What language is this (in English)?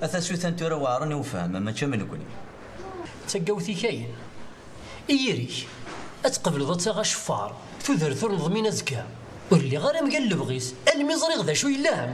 Kabyle